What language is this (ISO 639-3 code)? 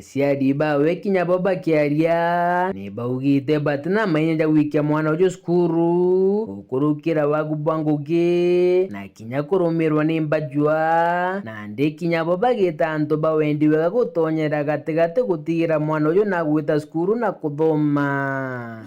mer